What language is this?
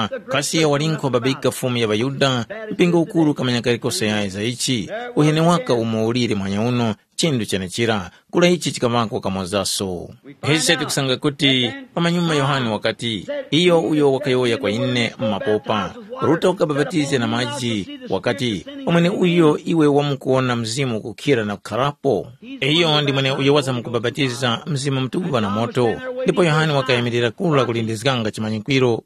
Tumbuka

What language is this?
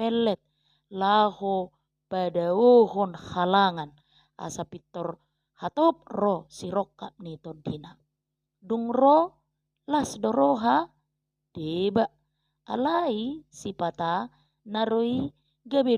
Batak Toba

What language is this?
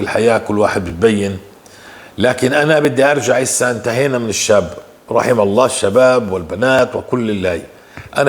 North Levantine Arabic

